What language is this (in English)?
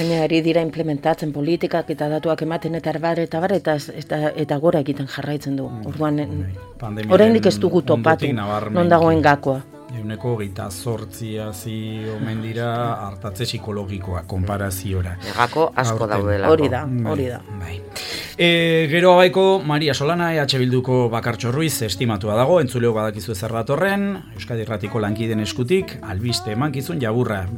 Basque